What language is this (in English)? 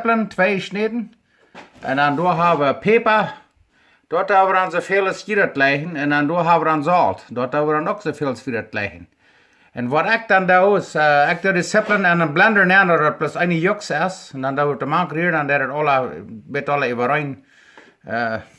Plautdietsch